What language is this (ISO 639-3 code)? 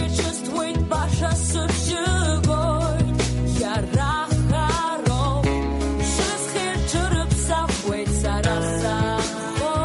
abk